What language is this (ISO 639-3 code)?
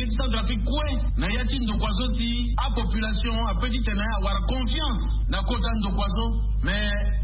sag